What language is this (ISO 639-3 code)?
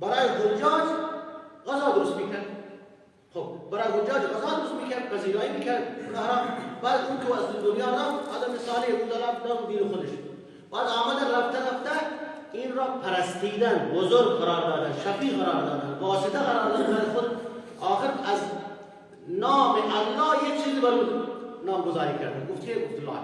fas